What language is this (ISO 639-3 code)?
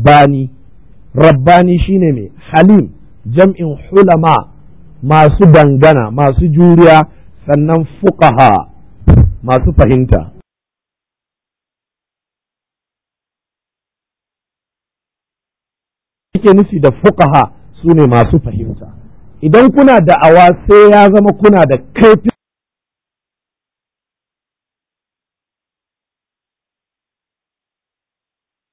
hau